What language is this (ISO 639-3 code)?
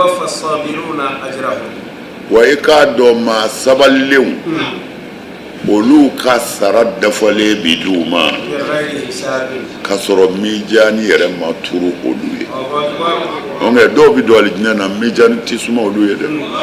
bam